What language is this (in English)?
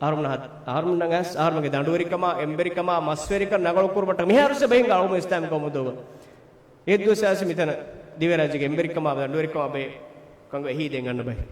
Divehi